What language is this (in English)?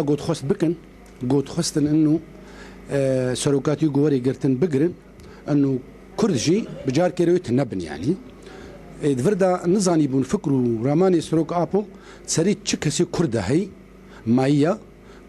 Kurdish